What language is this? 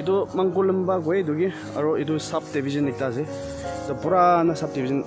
Naga Pidgin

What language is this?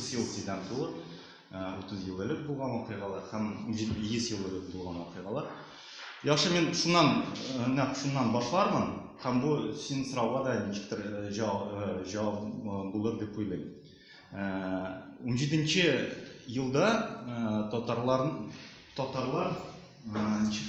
Tatar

